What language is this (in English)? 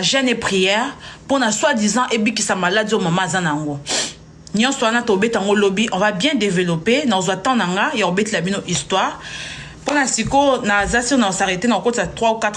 Lingala